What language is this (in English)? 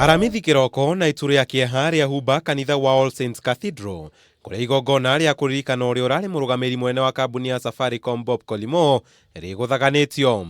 Kikuyu